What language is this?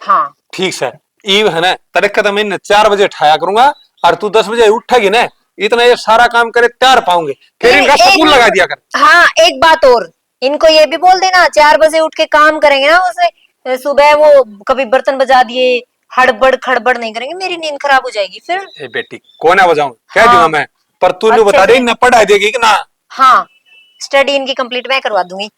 Haryanvi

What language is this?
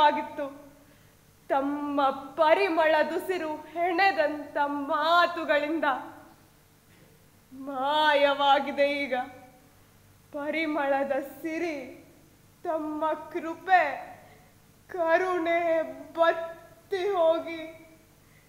Kannada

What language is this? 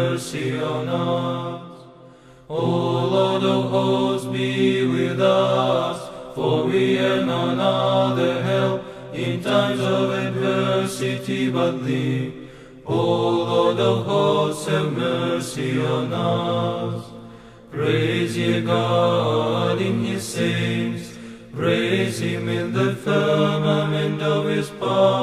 English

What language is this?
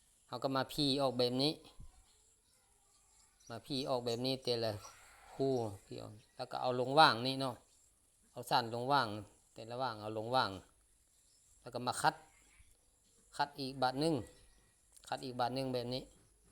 Lao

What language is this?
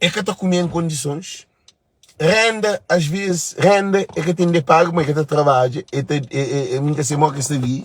Kabuverdianu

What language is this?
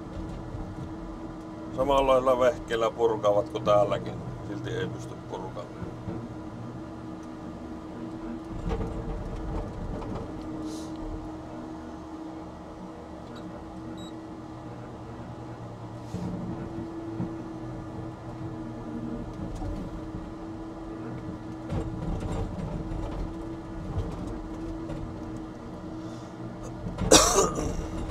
Finnish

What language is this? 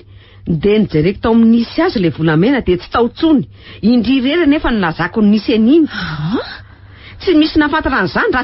Malagasy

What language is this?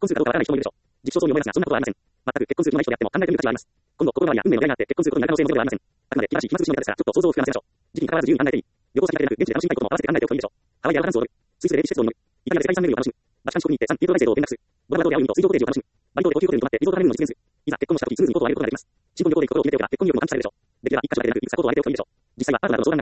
Japanese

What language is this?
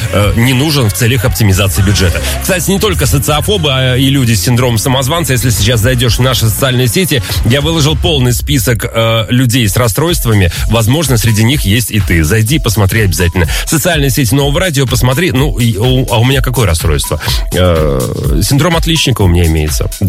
Russian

